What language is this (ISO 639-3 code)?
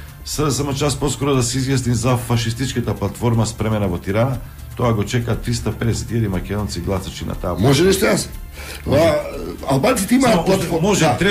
mkd